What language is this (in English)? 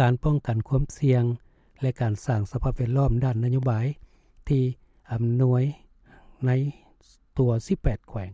Lao